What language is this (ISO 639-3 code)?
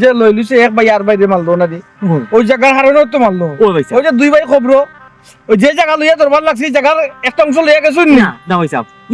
syl